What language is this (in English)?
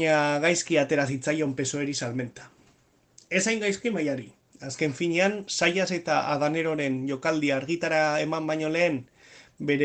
Basque